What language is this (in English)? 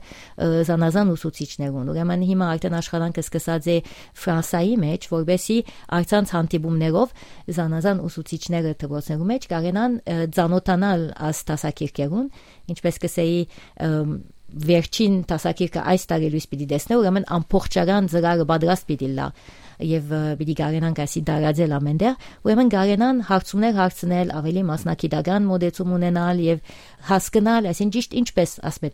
Western Armenian